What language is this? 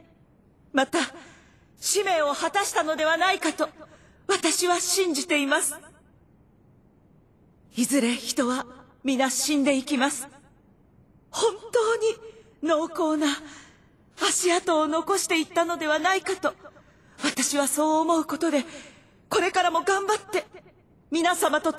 Japanese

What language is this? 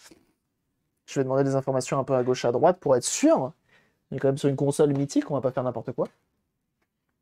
French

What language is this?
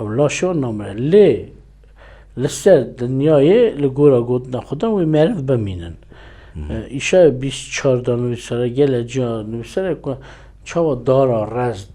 Kurdish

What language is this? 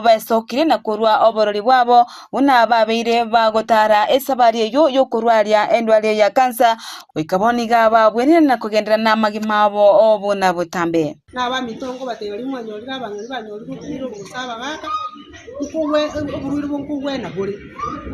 Gusii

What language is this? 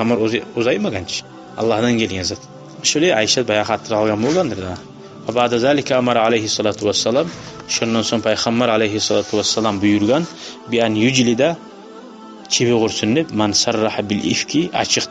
Kumyk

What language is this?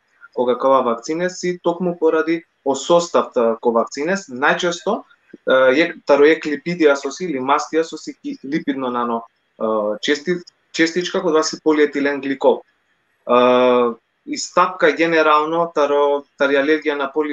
Balkan Romani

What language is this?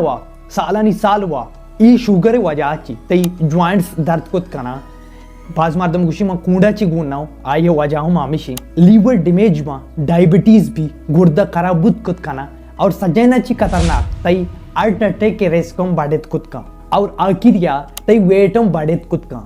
Baluchi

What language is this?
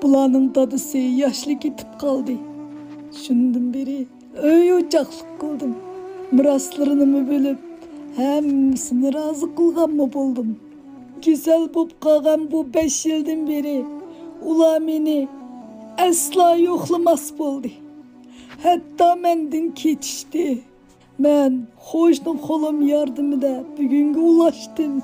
Uyghur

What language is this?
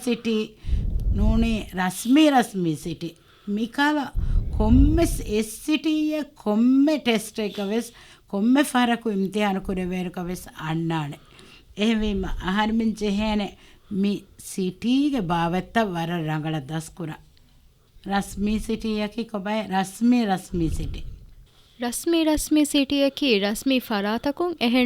Divehi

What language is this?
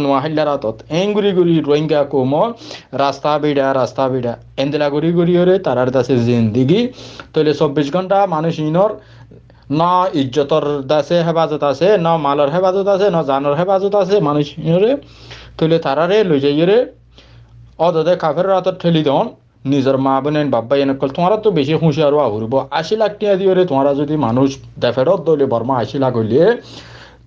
Rohingya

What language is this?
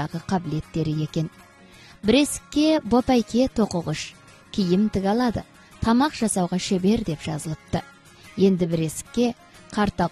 Kazakh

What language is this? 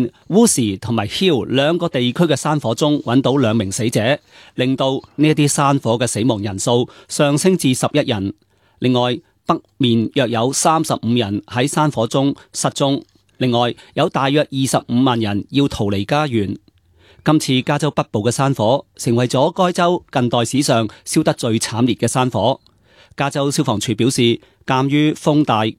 Cantonese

